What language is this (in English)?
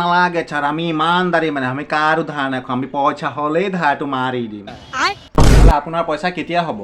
Assamese